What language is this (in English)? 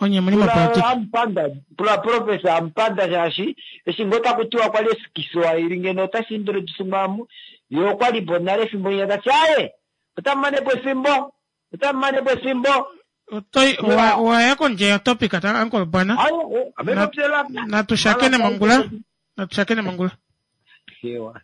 Kuanyama